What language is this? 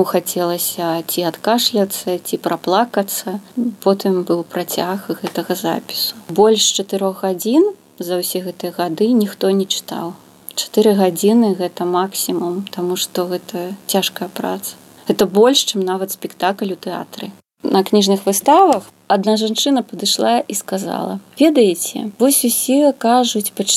Belarusian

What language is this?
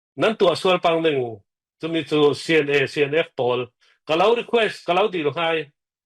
Falam Chin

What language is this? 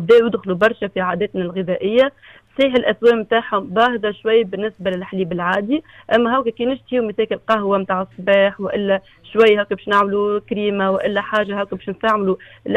Tunisian Arabic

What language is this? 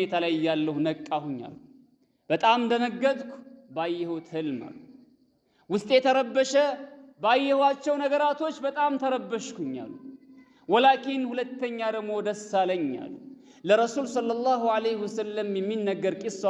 Amharic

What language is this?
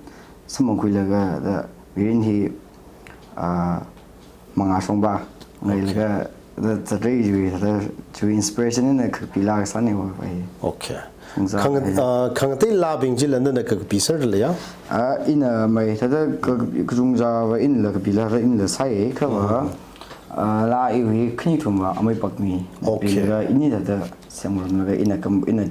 Tangkhul Naga (India)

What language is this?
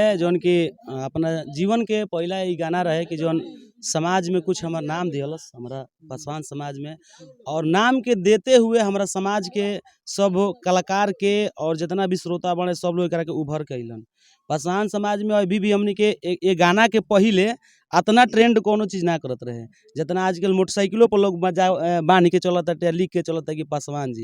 Bhojpuri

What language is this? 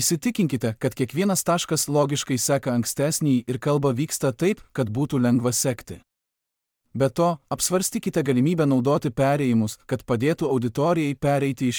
Lithuanian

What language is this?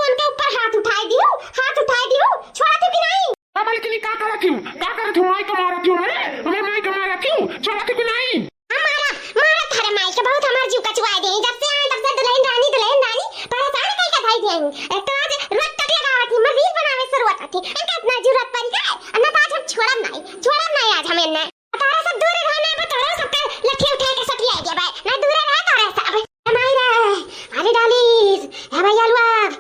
Awadhi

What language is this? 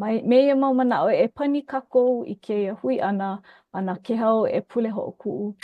Hawaiian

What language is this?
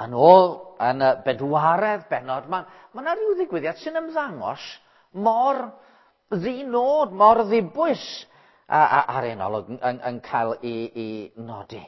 Welsh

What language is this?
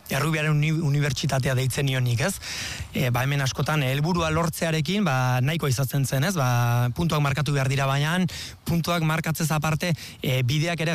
Basque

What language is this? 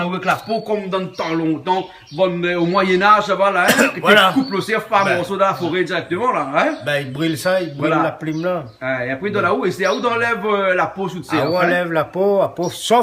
Réunion Creole French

